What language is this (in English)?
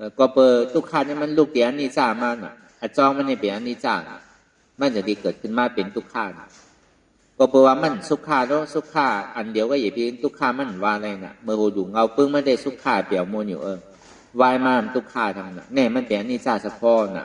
Shan